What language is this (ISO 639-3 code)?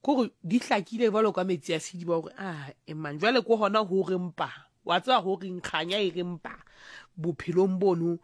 sot